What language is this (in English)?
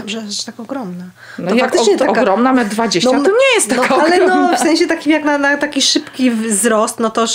Polish